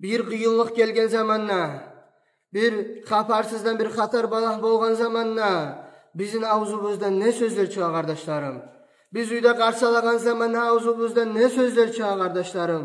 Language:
Kumyk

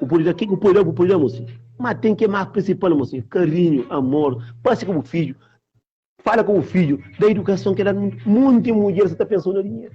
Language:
Kabuverdianu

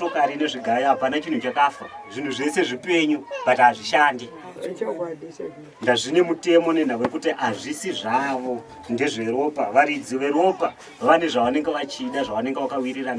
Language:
Shona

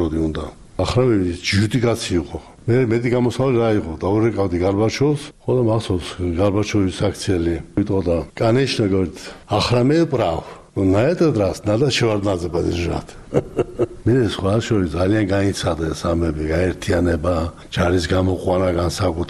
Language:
Georgian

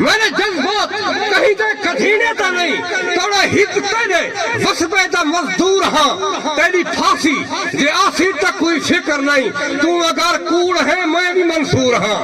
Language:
Saraiki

